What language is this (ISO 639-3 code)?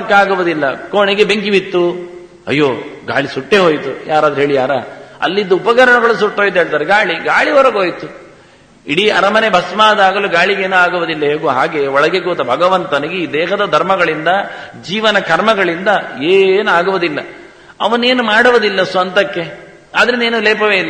kan